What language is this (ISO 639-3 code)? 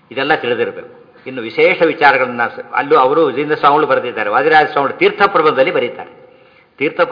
kan